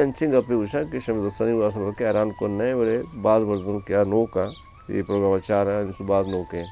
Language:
Eastern Balochi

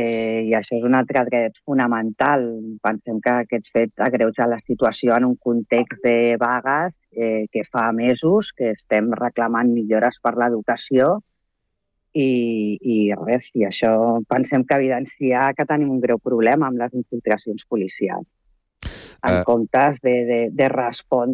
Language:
Catalan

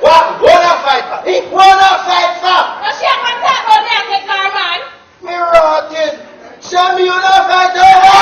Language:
Jamaican Creole English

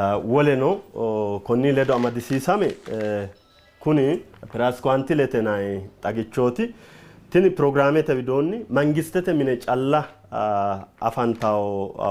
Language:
Sidamo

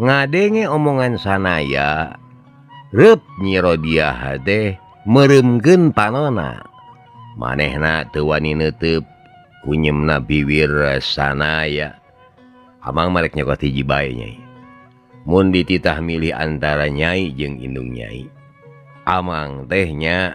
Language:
Sundanese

